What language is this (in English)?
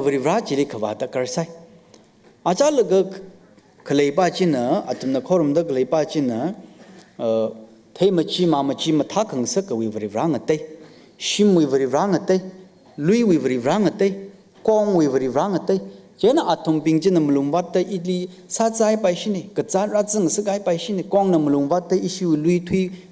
Tangkhul Naga (India)